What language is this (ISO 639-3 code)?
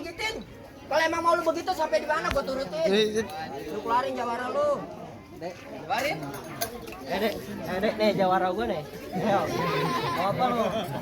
bew